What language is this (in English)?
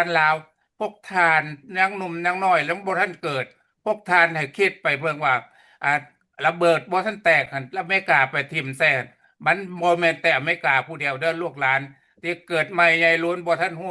Lao